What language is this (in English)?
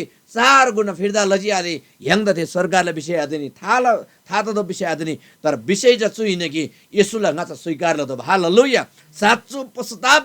Eastern Tamang